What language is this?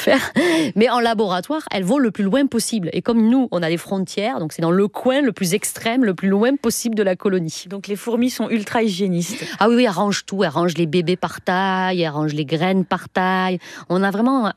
French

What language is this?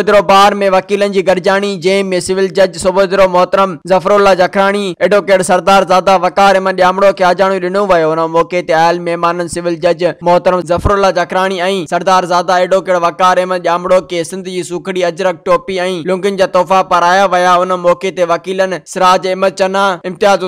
Sindhi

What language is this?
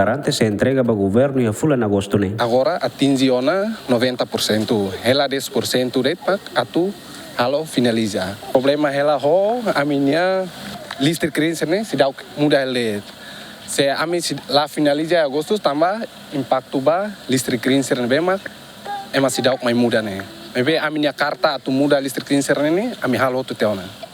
Tetum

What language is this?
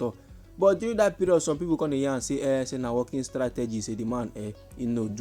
Nigerian Pidgin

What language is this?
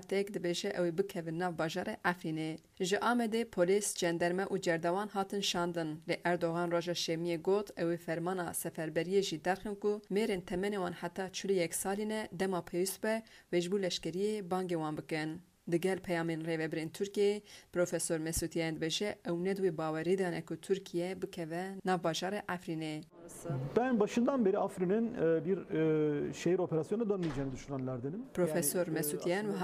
Kurdish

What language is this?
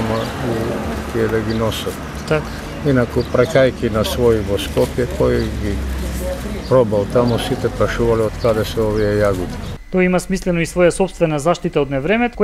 Macedonian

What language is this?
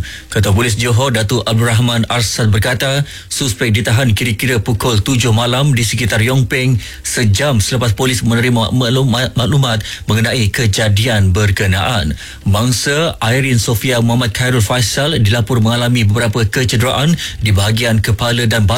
Malay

